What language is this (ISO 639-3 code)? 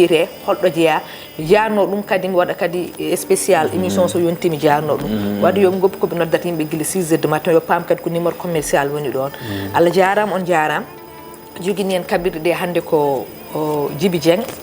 ful